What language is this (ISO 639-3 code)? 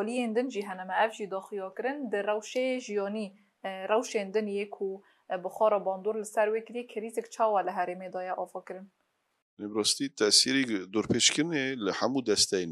kur